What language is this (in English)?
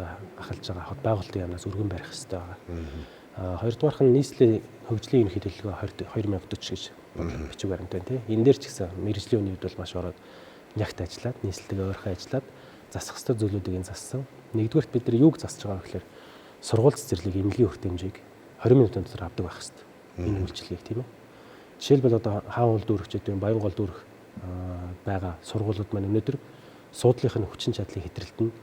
Mongolian